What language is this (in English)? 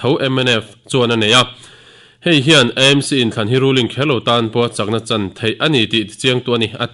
Mizo